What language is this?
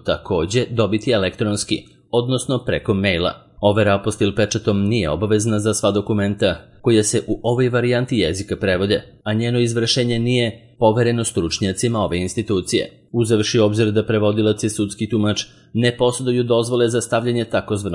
Serbian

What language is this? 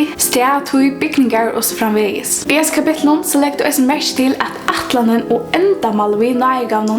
Faroese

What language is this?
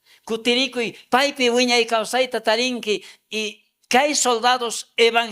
South Bolivian Quechua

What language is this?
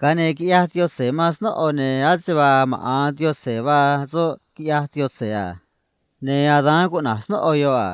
Copala Triqui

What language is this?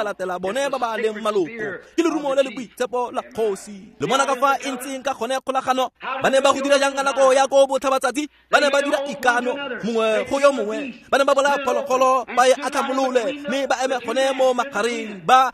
Tswana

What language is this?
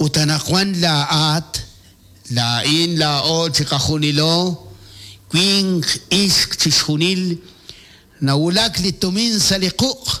Kekchí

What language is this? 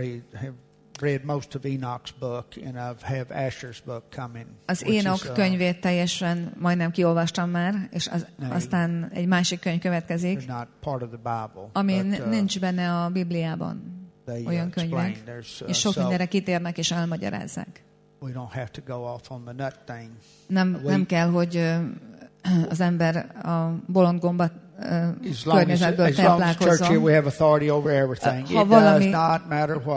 Hungarian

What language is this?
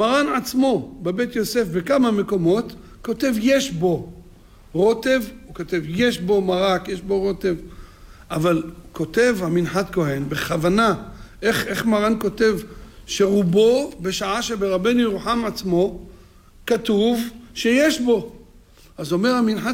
Hebrew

